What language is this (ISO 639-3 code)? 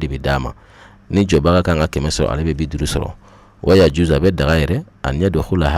bam